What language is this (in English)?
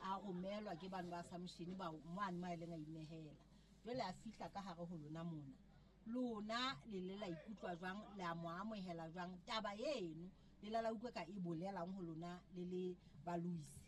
Southern Sotho